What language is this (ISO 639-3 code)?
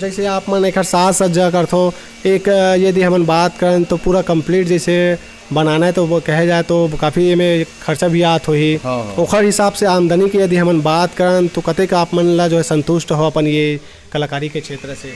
hne